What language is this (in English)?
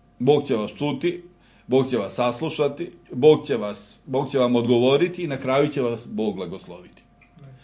Serbian